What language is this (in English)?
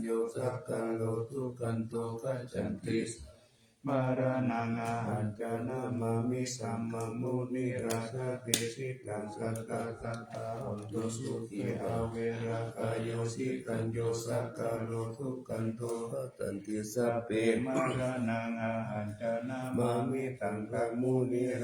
Pali